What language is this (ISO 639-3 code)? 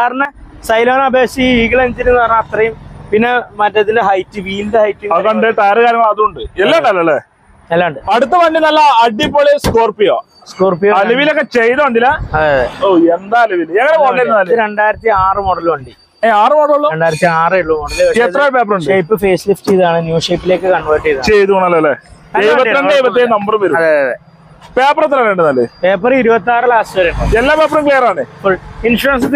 mal